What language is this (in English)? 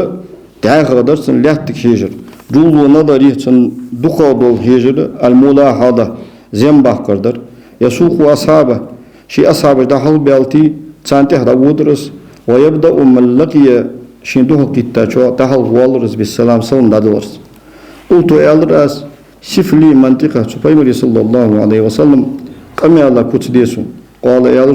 Ingush